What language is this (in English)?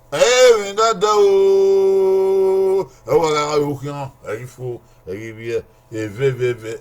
Bini